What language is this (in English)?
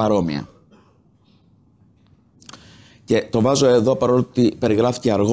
Greek